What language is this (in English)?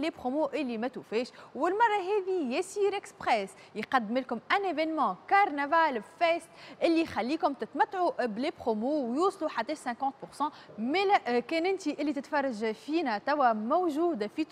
Tunisian Arabic